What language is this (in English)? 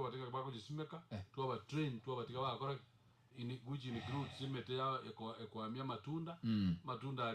Gusii